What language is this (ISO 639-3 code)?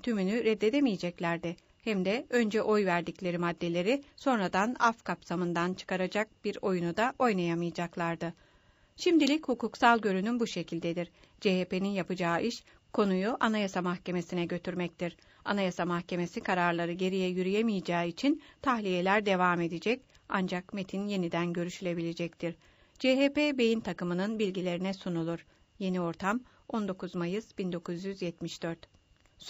tur